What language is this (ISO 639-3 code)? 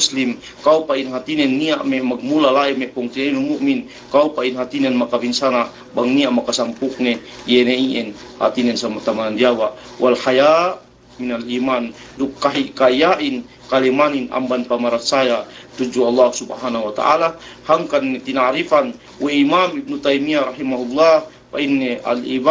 yka